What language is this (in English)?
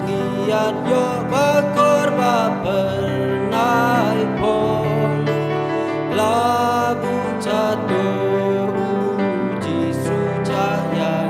Khasi